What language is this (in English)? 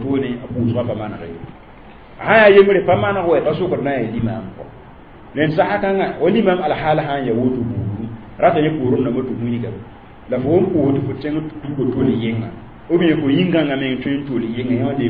Mossi